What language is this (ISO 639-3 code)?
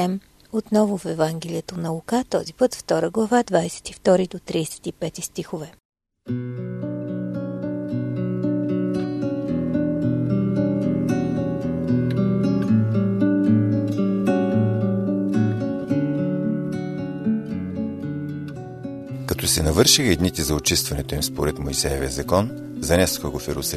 bul